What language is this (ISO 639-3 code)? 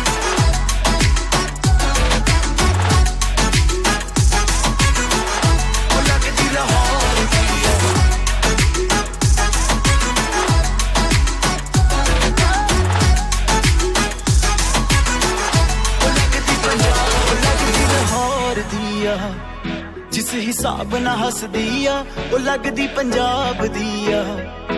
pan